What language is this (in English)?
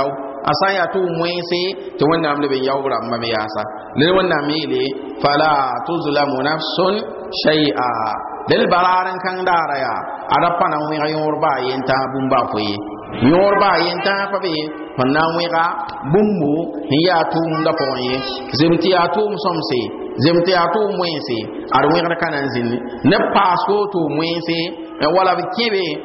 Mossi